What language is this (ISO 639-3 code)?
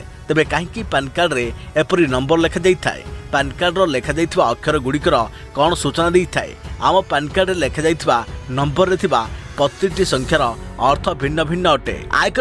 ori